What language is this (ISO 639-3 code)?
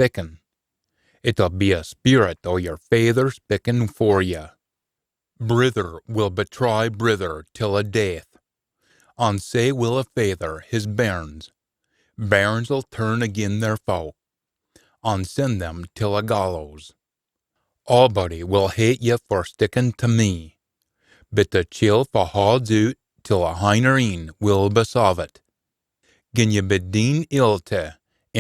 sco